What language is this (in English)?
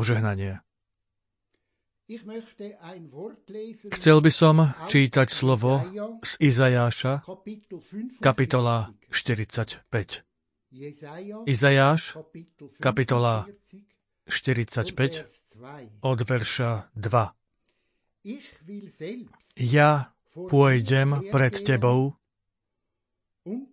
Slovak